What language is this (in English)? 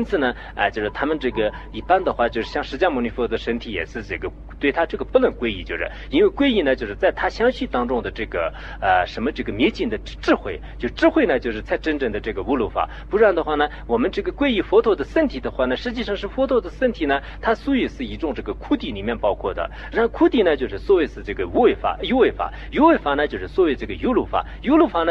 Chinese